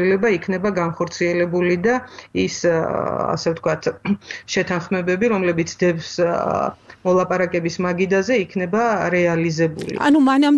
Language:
Georgian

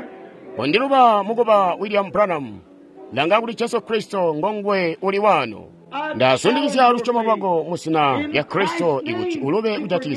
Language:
Tonga (Zambia)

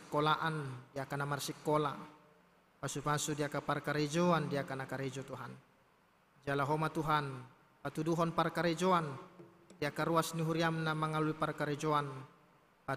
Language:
Batak Toba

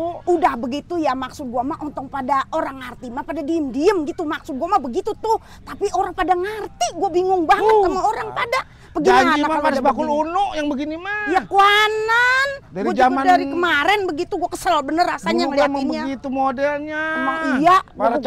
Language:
Betawi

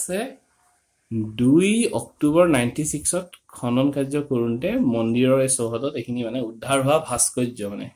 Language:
Assamese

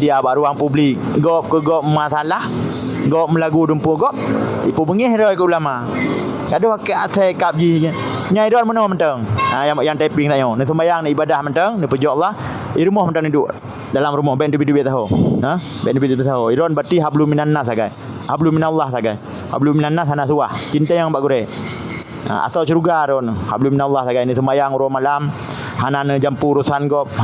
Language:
Achinese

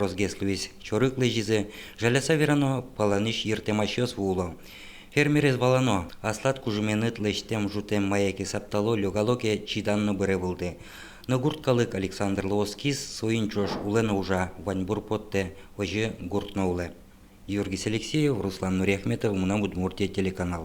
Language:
Udmurt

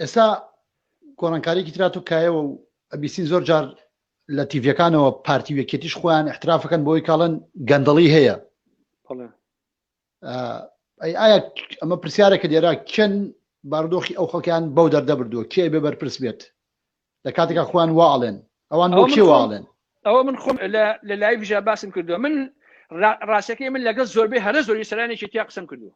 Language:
Central Kurdish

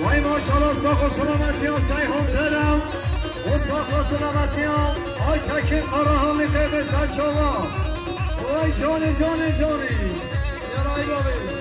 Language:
Kurdish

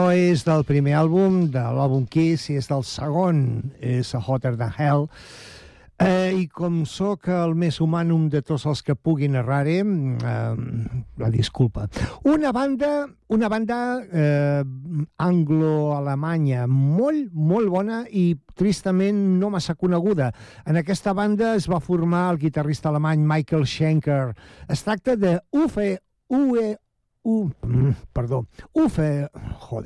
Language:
Catalan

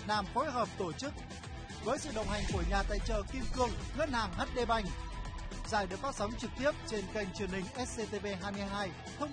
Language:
Vietnamese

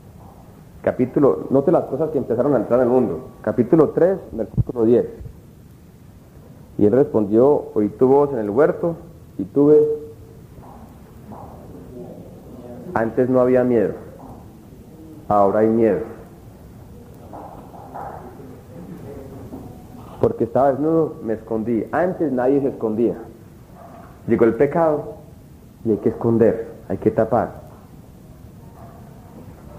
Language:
Spanish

